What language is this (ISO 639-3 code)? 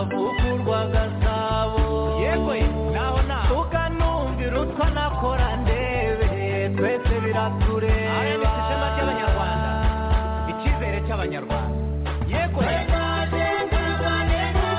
kin